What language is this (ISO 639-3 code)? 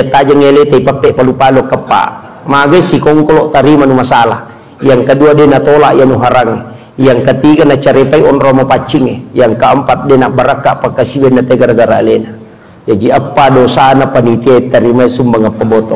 bug